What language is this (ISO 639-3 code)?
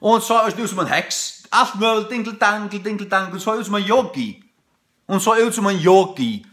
fao